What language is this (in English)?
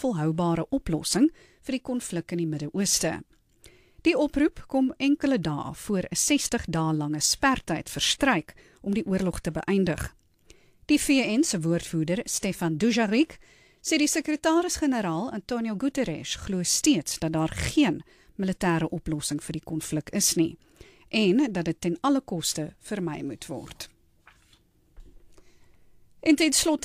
Afrikaans